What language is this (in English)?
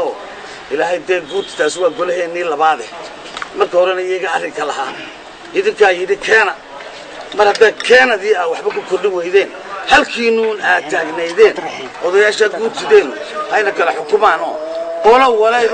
Somali